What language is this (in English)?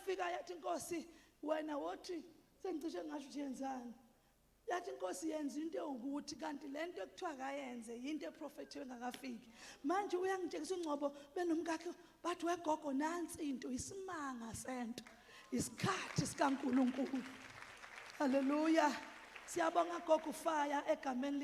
Zulu